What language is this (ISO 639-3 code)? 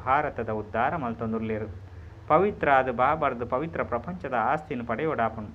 tcy